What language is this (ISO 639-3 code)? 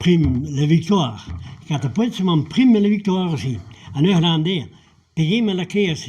bre